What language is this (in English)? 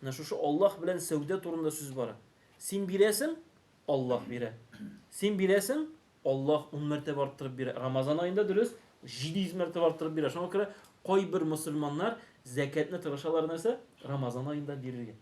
Tatar